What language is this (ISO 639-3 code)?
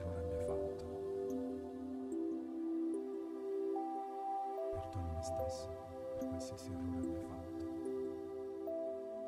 ita